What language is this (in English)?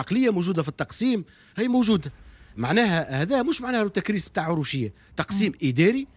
Tunisian Arabic